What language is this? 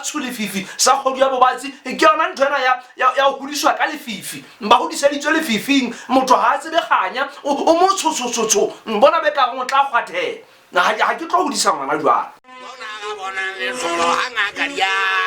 Southern Sotho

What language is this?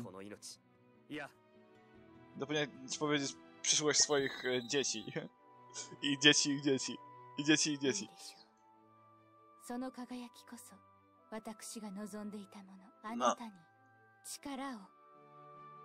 Polish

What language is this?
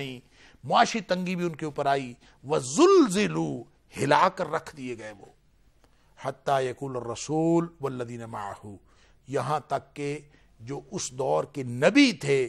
Urdu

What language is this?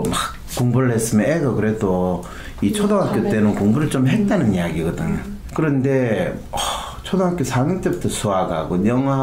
Korean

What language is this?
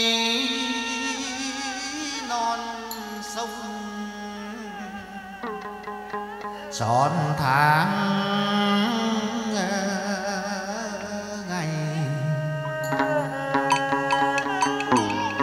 Vietnamese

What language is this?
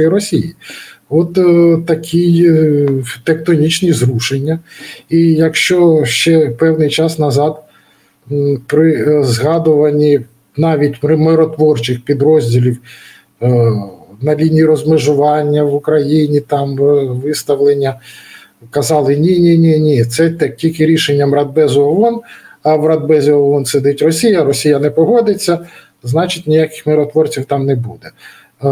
Ukrainian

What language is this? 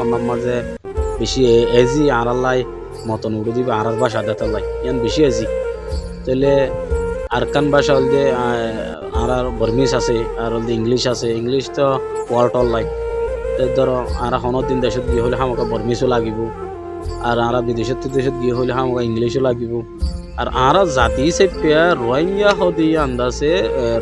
Rohingya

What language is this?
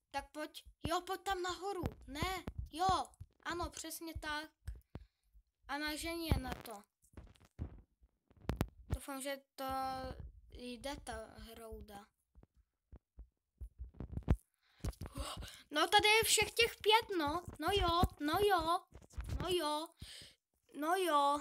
Czech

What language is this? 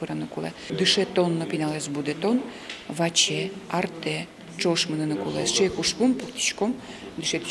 Udmurt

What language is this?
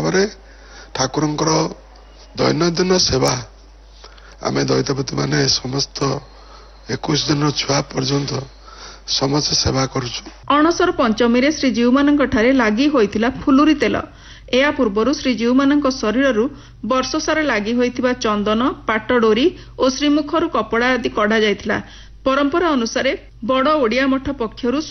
Odia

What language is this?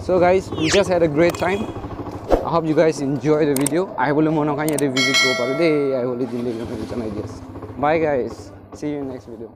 Naga Pidgin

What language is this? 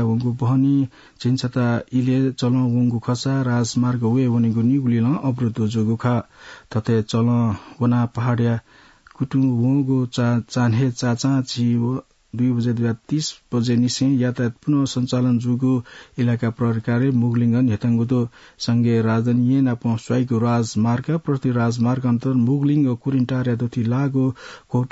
Newari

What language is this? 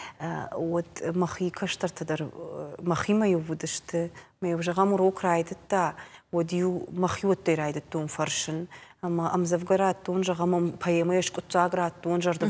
Ossetic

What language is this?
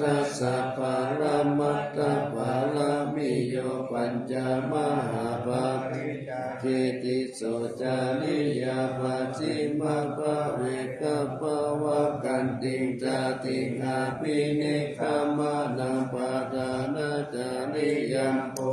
Pali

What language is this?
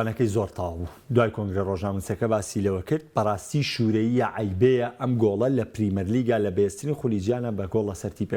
Central Kurdish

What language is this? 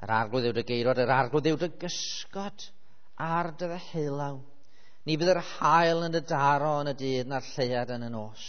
Welsh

